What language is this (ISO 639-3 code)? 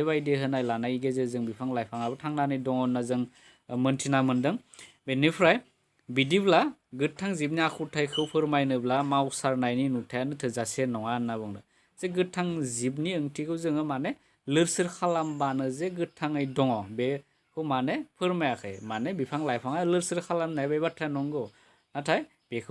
brx